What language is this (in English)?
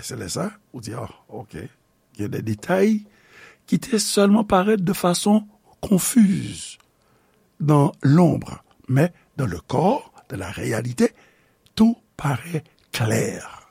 Haitian Creole